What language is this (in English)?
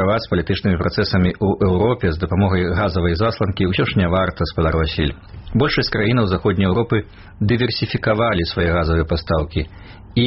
Belarusian